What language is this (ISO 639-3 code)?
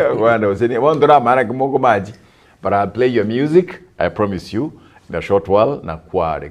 guz